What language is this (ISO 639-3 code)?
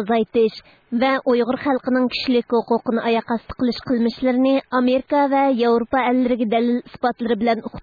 uig